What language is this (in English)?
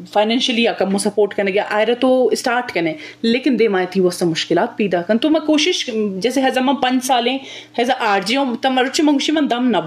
Eastern Balochi